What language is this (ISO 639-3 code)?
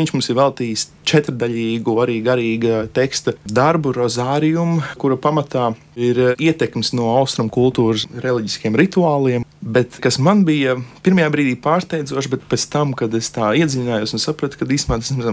lav